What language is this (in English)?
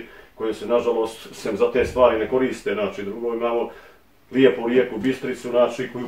Bosnian